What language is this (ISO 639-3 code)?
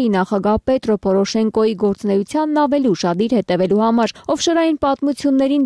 hye